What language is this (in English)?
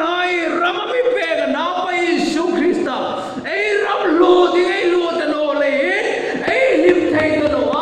Hmar